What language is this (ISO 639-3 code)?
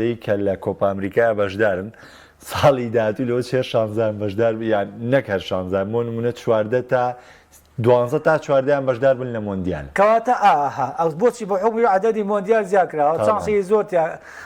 ckb